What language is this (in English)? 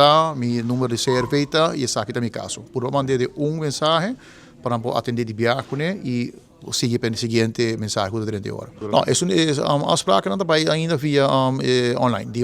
Papiamento